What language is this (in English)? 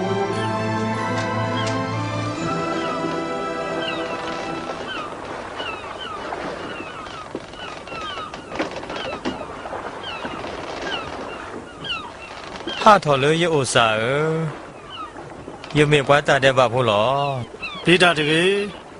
S'gaw Karen